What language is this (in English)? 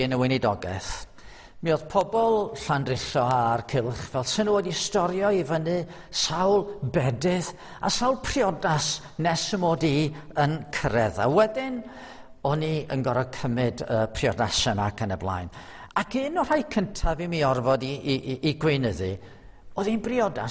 Welsh